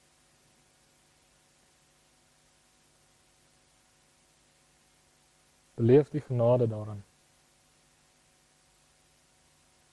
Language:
Afrikaans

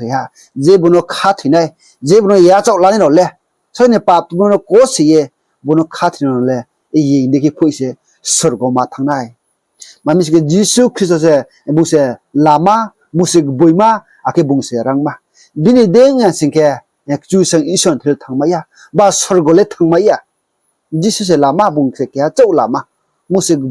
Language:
Riang (India)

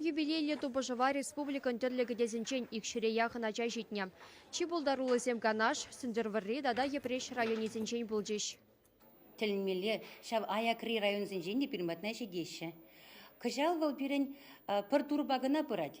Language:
Chuvash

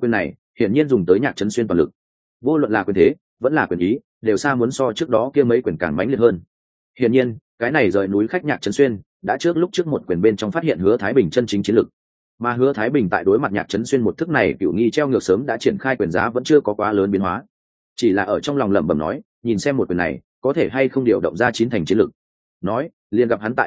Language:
Vietnamese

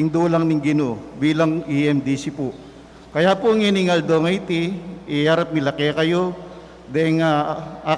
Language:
Pampanga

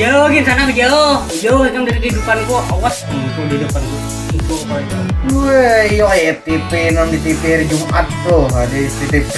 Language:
Banjar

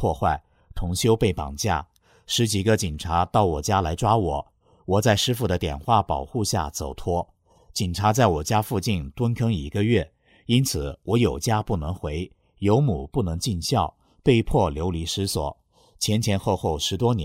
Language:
Chinese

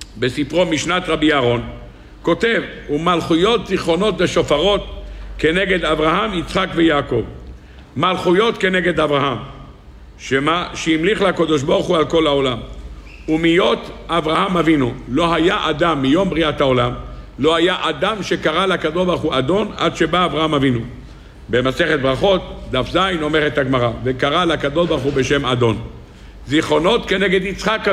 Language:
Hebrew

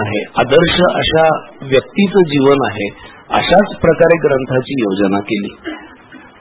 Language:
Marathi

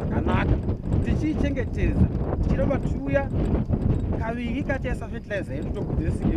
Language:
Shona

